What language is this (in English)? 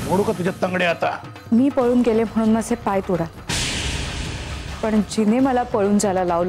Marathi